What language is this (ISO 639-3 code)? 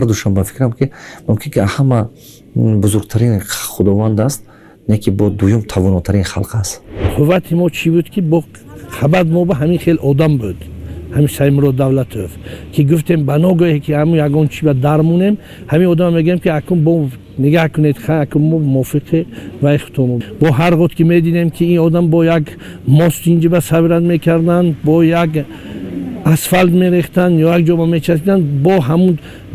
tgk